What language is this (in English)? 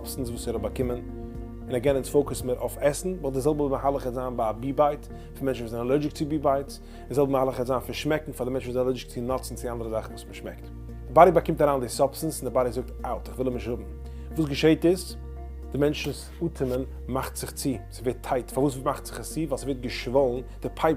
Yiddish